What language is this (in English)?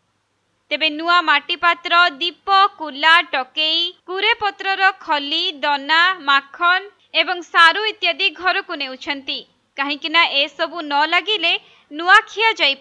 Odia